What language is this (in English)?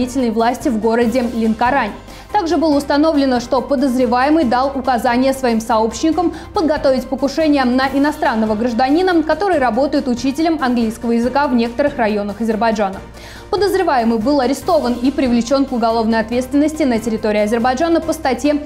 Russian